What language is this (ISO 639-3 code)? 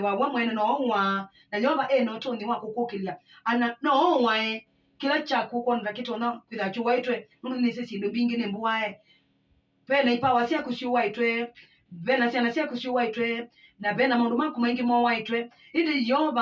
kam